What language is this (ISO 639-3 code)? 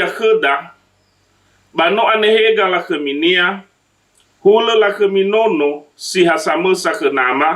nia